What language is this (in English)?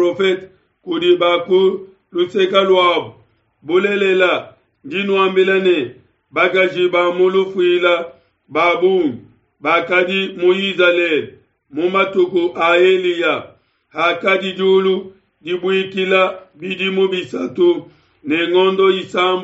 Luba-Lulua